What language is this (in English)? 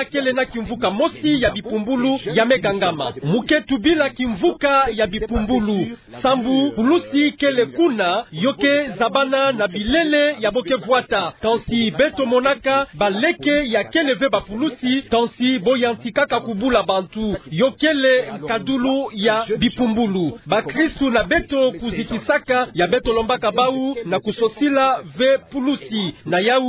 Kituba (Democratic Republic of Congo)